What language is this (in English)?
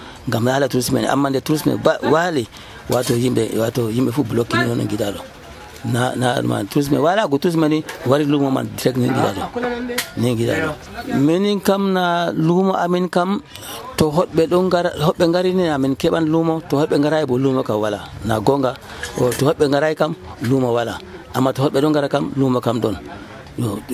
Nigerian Fulfulde